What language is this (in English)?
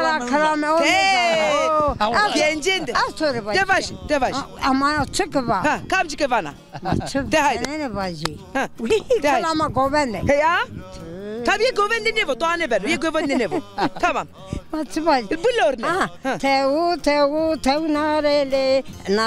Zaza